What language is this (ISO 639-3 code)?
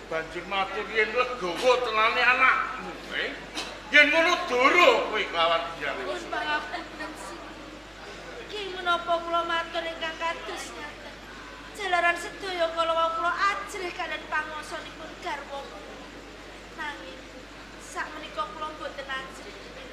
jav